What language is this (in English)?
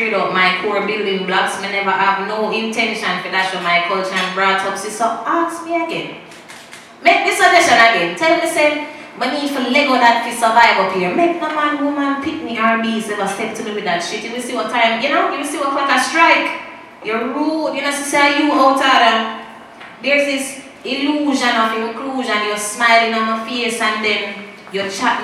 Jamaican Creole English